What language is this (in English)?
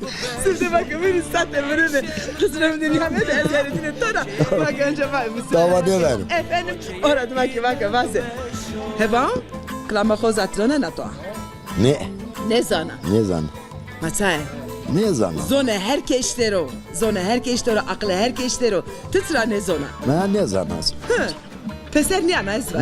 Zaza